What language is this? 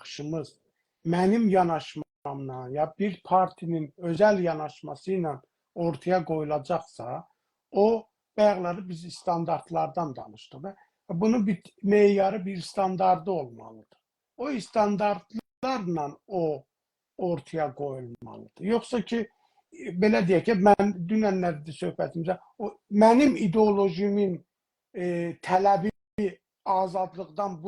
South Azerbaijani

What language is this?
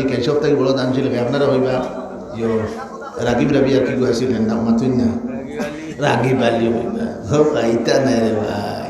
Sylheti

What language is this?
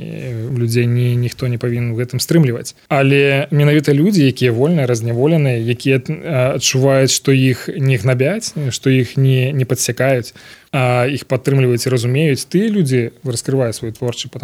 Belarusian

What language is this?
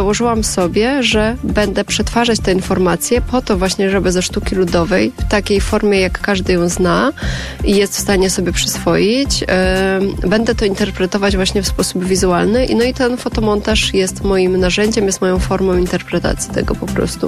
Polish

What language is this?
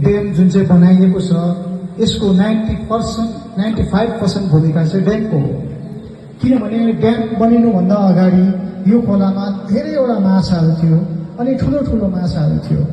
Nepali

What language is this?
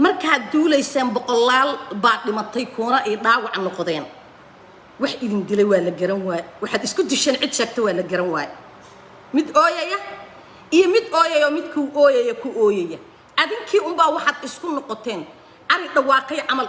Somali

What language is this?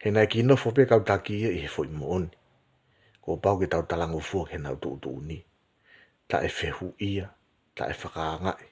Tongan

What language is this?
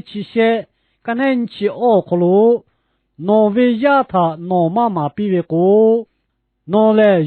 Lahu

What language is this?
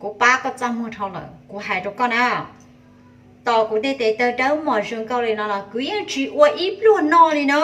Hmong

